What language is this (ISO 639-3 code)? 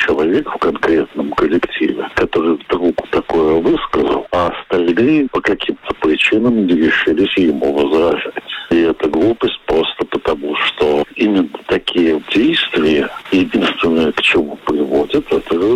rus